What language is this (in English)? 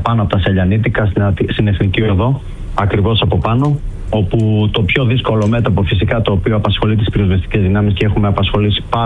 Greek